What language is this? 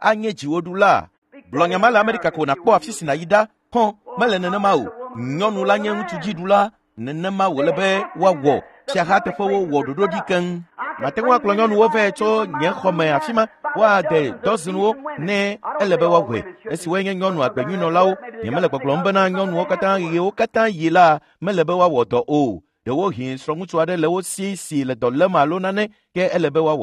Ewe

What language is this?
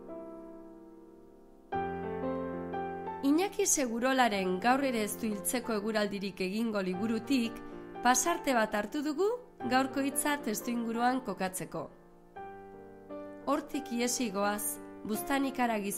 Basque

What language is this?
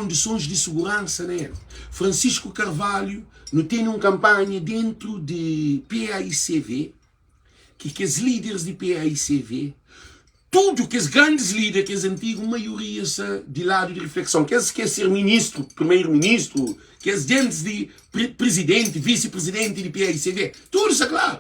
Kabuverdianu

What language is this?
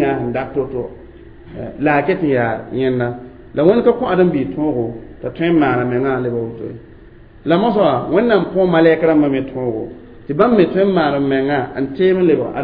Mossi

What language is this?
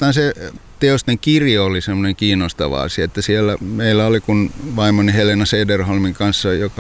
Finnish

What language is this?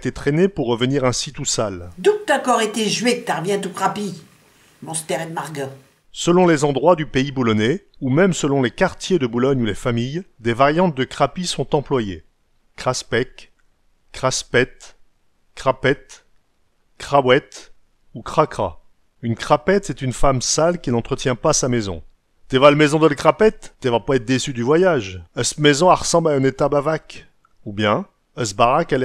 Picard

